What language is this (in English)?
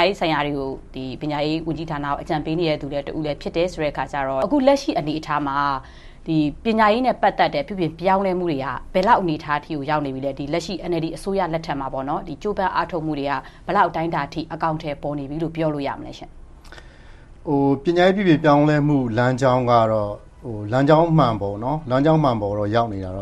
Burmese